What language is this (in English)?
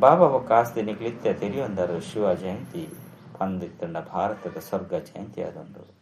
Tulu